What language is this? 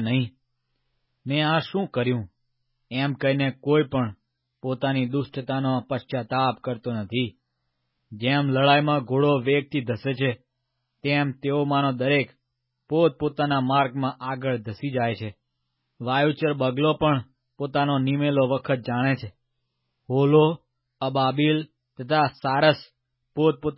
Gujarati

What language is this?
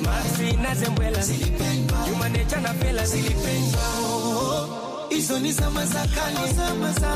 Swahili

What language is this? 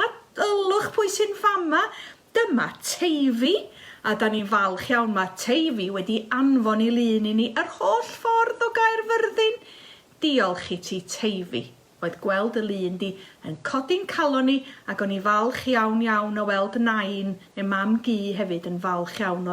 Welsh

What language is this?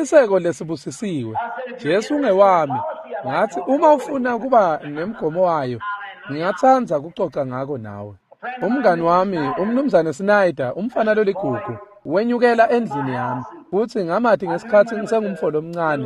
Swati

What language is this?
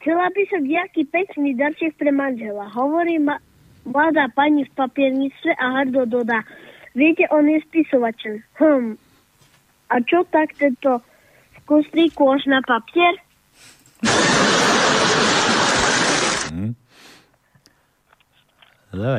Slovak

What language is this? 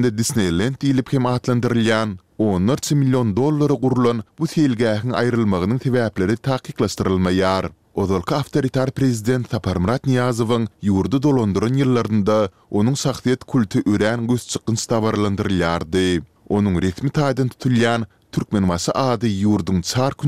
Turkmen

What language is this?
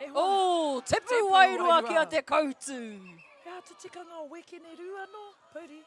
Māori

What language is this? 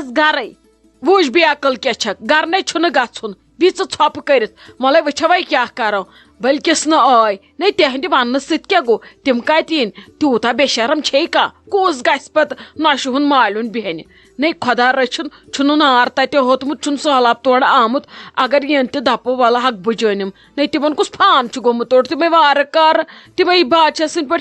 Kashmiri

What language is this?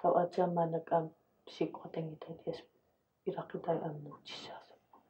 Kalaallisut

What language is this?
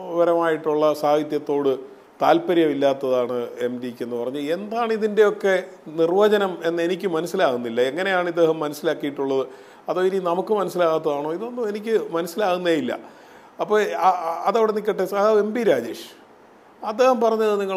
Malayalam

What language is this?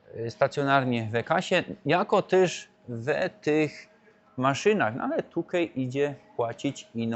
Silesian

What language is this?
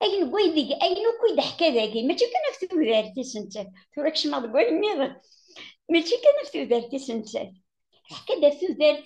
Kabyle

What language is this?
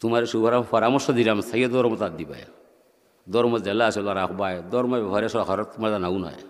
Sylheti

